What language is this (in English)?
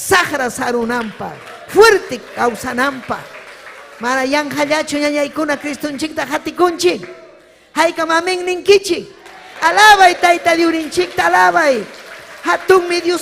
Ayacucho Quechua